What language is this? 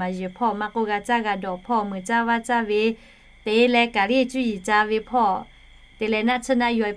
Lahu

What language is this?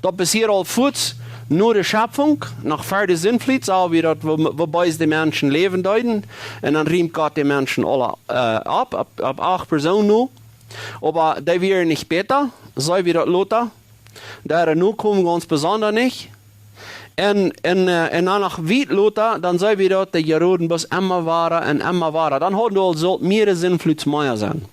Plautdietsch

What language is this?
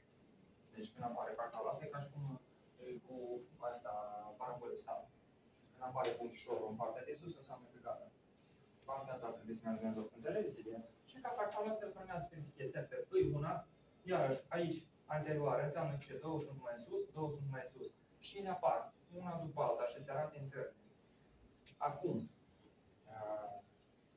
Romanian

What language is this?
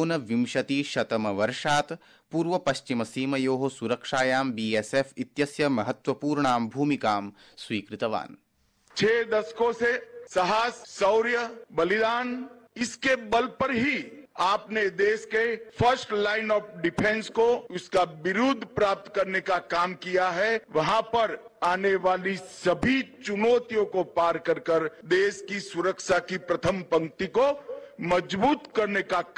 Sanskrit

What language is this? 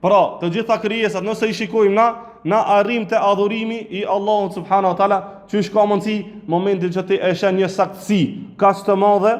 Albanian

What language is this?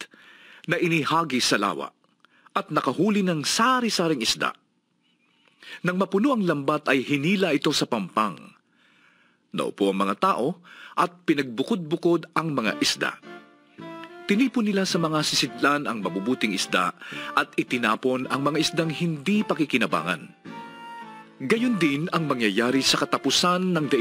Filipino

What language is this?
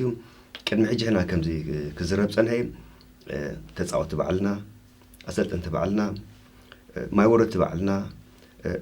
Tigrinya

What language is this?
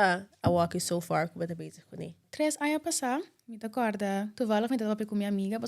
Papiamento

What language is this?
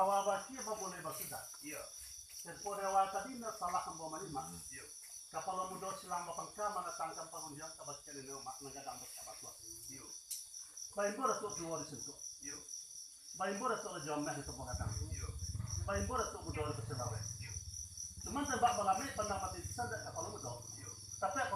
Minangkabau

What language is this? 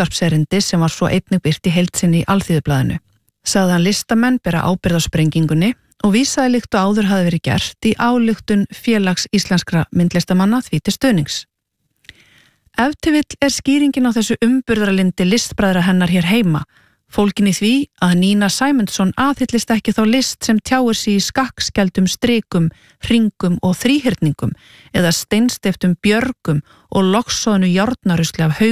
Icelandic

